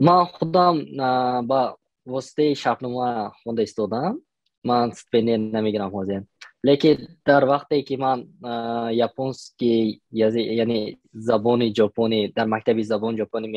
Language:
Tajik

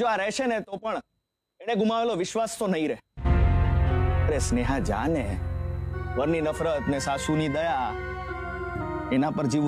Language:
Gujarati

